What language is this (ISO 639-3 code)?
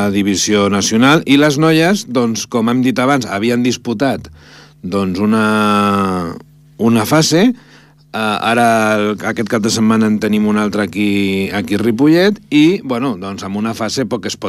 cat